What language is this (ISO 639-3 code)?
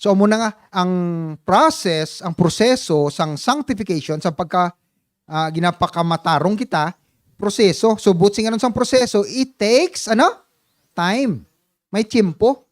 hil